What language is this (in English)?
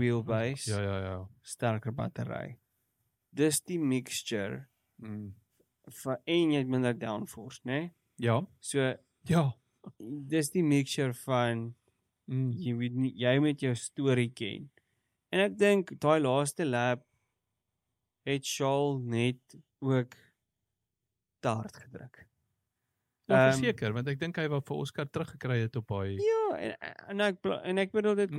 Afrikaans